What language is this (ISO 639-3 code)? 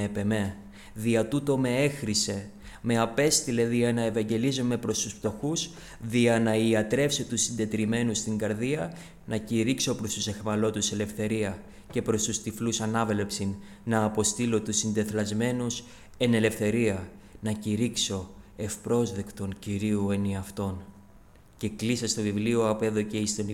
ell